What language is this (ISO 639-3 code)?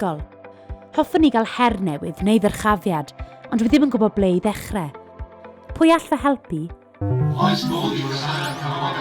cym